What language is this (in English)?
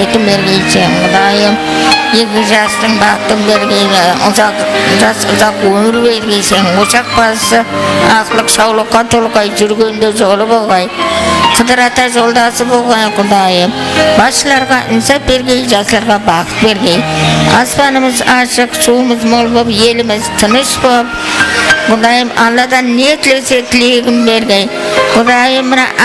Kara-Kalpak